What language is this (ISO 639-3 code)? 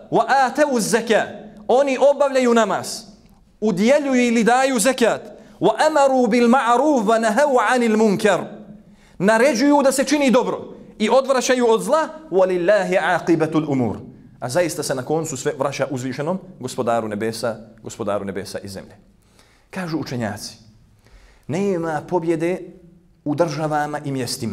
bos